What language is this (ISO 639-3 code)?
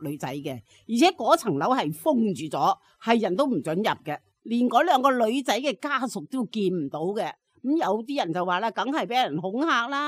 yue